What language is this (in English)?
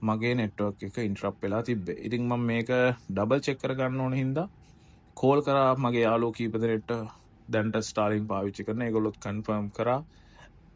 Sinhala